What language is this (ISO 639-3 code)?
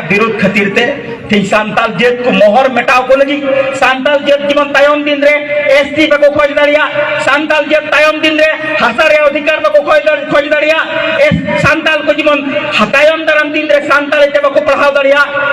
sat